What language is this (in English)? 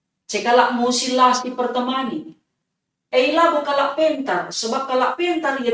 Batak Karo